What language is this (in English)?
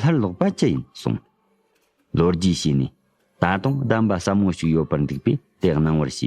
Tibetan